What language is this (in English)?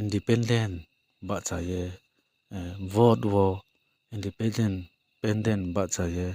Riang (India)